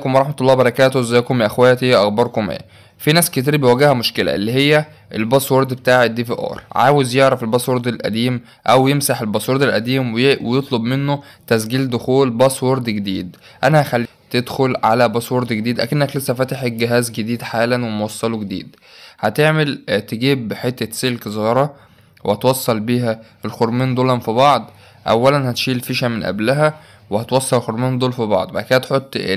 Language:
Egyptian Arabic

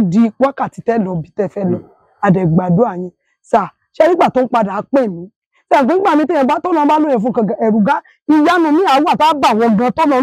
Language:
Yoruba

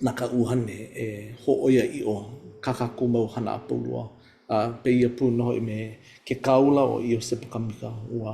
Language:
Hawaiian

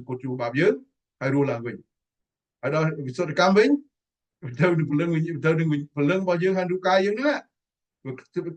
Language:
Khmer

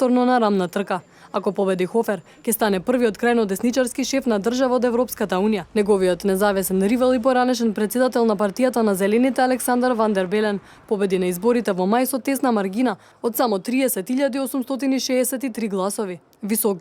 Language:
Macedonian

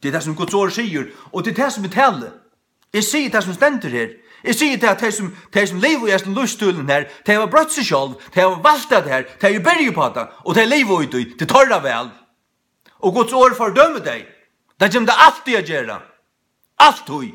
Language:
Faroese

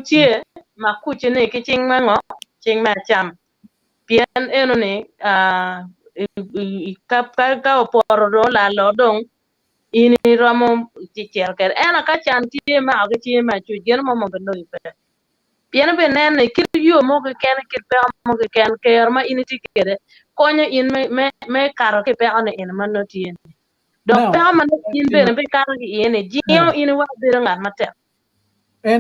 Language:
Acoli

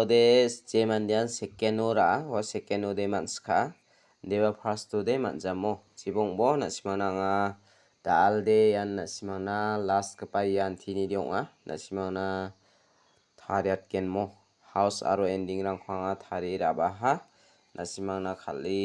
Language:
Garo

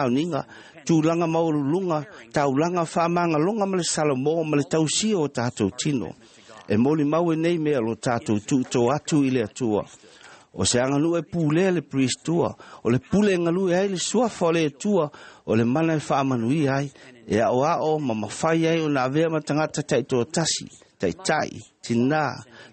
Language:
Samoan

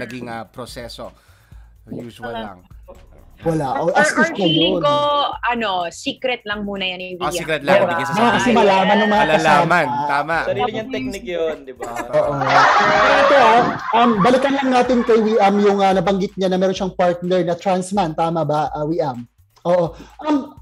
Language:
Filipino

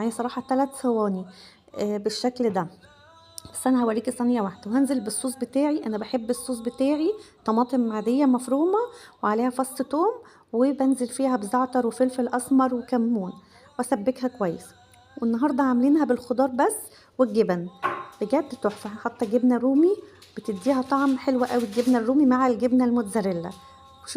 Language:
Egyptian Arabic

